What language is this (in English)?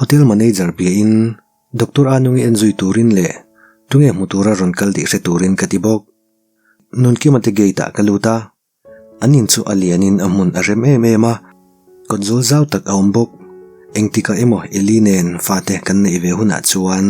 Mizo